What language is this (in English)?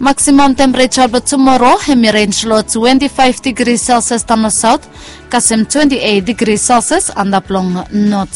Bislama